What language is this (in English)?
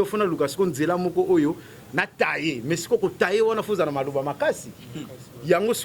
Lingala